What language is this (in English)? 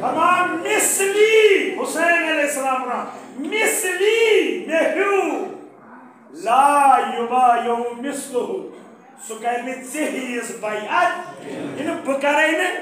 Kashmiri